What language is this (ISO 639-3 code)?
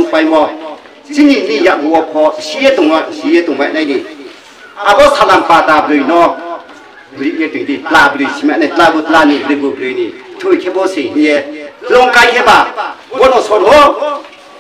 ria